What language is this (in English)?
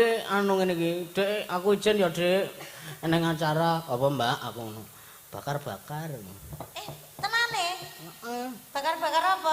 Javanese